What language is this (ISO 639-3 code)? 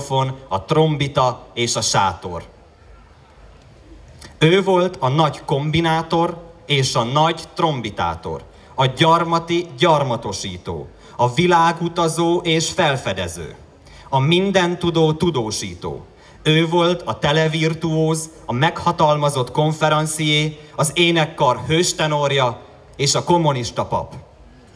hun